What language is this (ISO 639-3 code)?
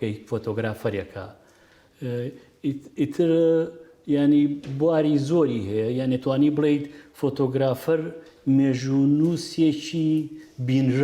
ckb